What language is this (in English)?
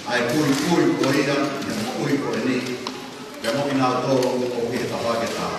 Tongan